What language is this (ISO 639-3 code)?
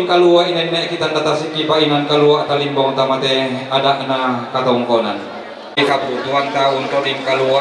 sda